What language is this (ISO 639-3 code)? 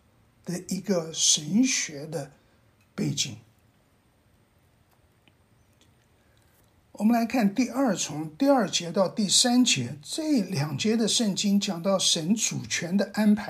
zho